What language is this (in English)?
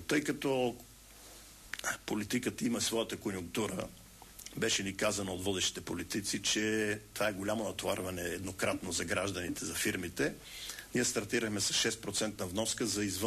Bulgarian